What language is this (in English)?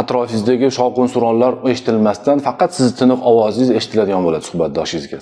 Uzbek